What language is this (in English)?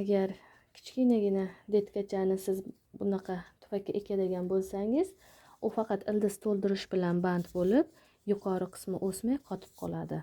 Uzbek